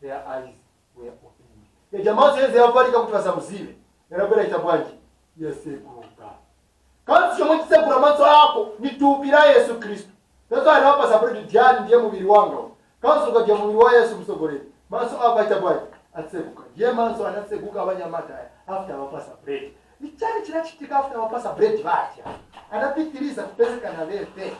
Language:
Nyanja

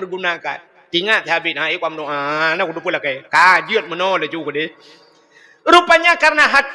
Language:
Achinese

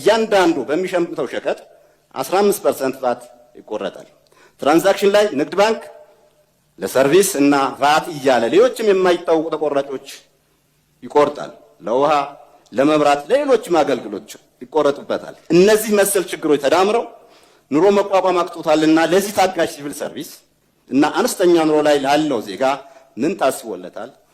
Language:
Amharic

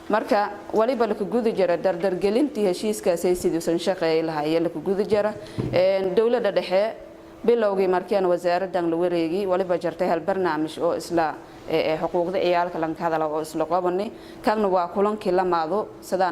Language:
Somali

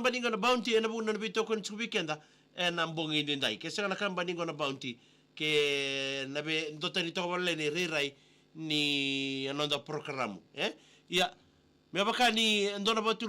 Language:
Fijian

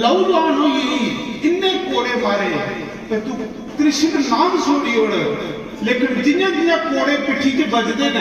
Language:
Dogri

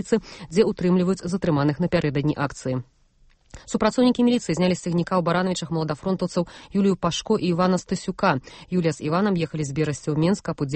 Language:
Belarusian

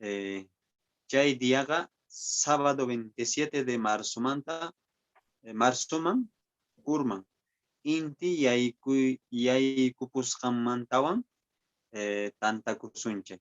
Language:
Quechua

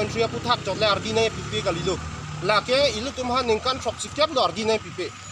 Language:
Karbi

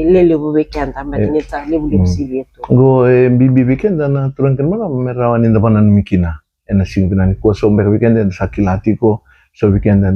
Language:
Fijian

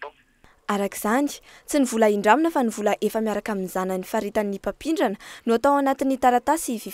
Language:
Malagasy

